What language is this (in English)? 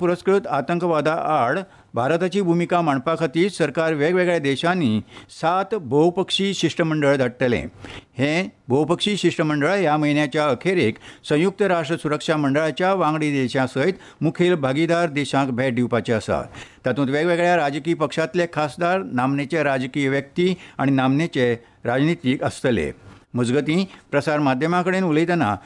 Konkani